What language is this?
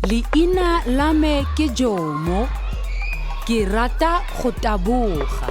Tswana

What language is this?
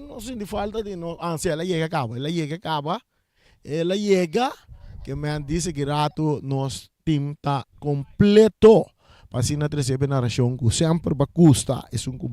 Papiamento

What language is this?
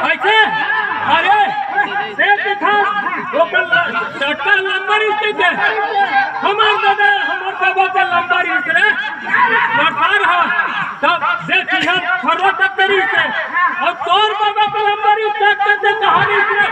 Chhattisgarhi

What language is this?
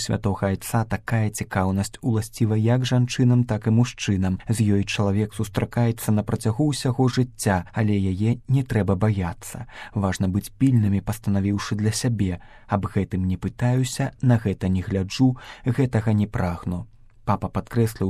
Belarusian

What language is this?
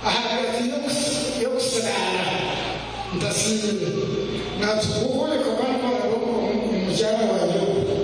Nyankole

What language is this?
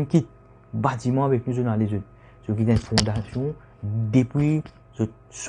Morisyen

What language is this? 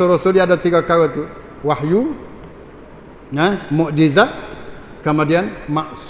Malay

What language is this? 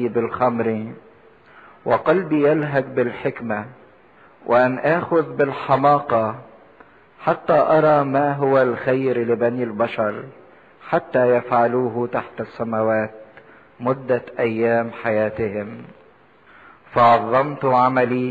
Egyptian Arabic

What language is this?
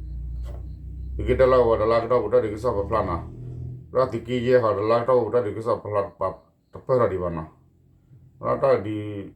S'gaw Karen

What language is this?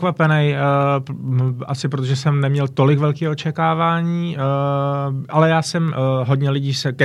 Czech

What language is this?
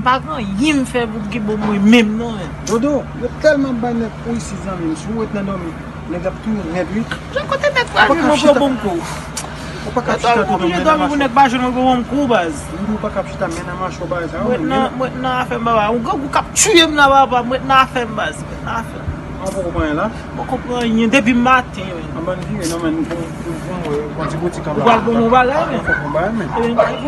Haitian Creole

